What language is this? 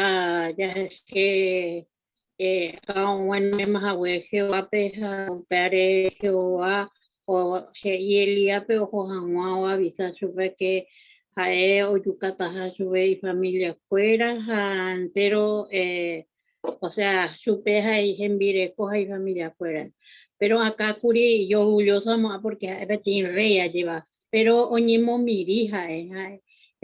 Guarani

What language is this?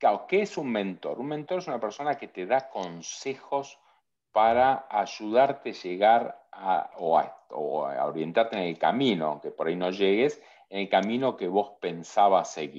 Spanish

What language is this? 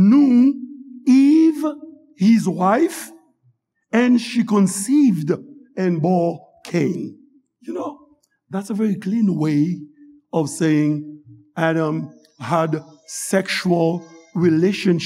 Haitian Creole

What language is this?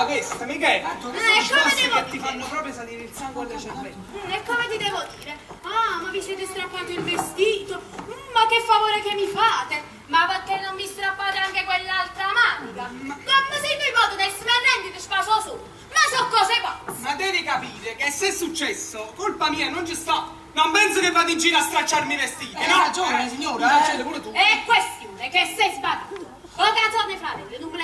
Neapolitan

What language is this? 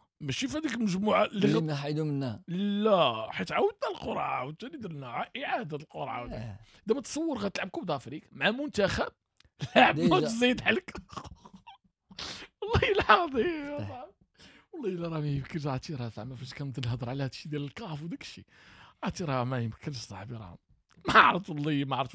Moroccan Arabic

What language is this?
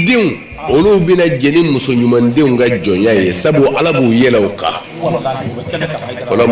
Bambara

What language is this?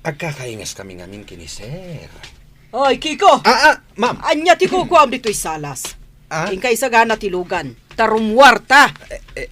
Iloko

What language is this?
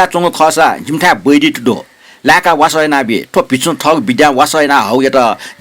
Newari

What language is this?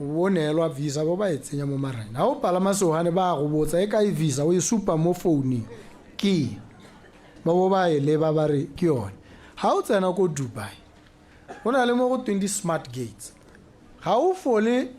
Tswana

